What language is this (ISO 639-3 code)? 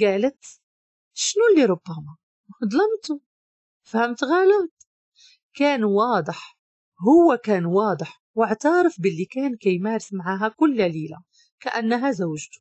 ary